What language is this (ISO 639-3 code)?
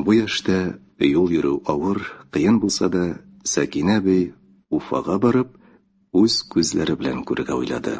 tat